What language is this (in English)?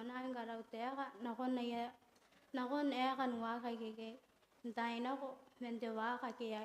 Gilbertese